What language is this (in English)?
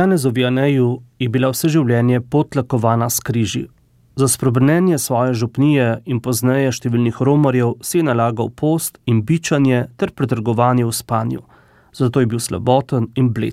Slovenian